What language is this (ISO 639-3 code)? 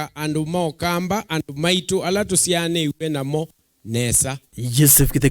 kam